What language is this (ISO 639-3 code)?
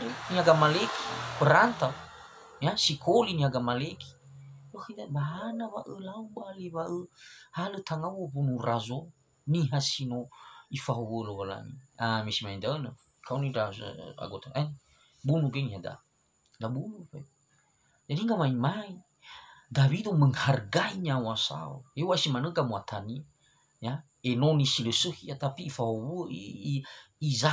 nia